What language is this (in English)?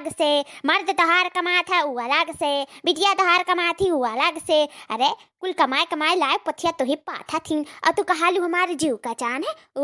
Awadhi